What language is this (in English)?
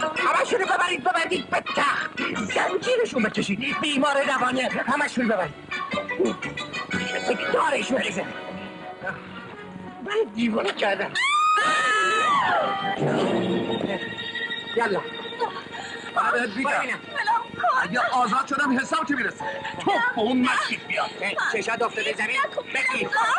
Persian